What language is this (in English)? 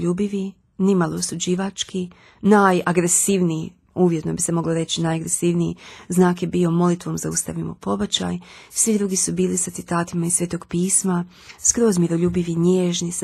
Croatian